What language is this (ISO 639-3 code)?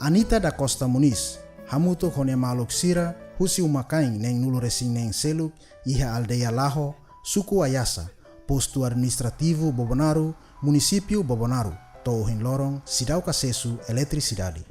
tet